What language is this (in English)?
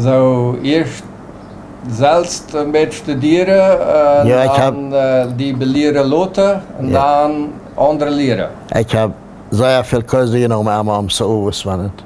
Plautdietsch